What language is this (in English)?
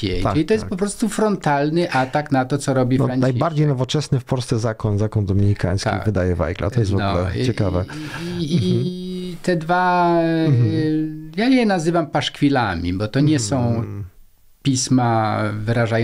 Polish